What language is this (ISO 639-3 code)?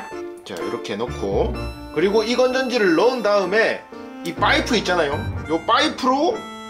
kor